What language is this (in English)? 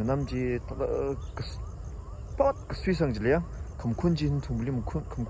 Tangkhul Naga (India)